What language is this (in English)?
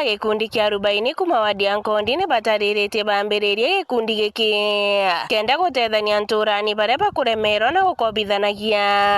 Meru